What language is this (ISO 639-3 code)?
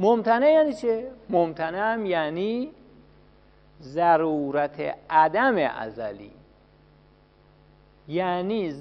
fas